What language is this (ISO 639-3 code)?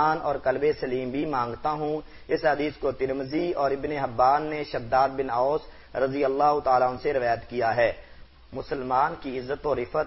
urd